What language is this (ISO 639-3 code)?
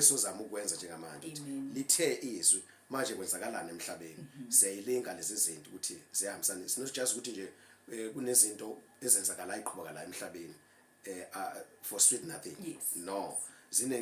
zul